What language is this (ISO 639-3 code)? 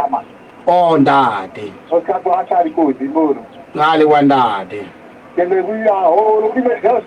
sot